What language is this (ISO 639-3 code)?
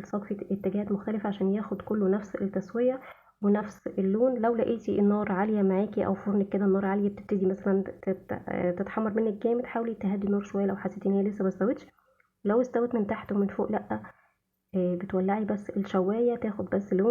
arz